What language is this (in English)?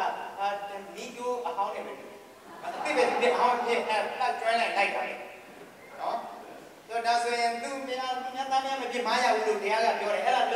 Burmese